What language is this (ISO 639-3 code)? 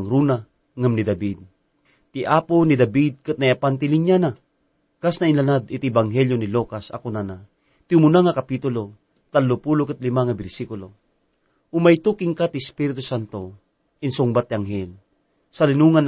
ilo